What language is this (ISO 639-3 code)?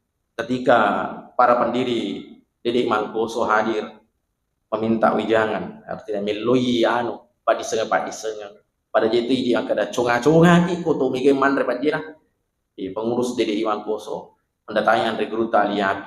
bug